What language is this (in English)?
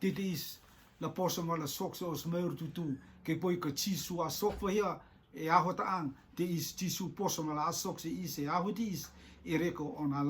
Rotuman